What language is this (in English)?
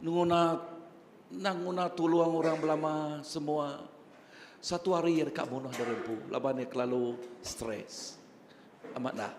Iban